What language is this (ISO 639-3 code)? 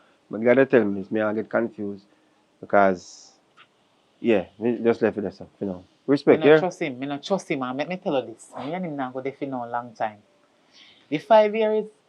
jam